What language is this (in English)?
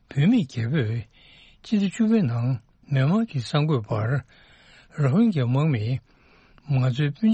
Tibetan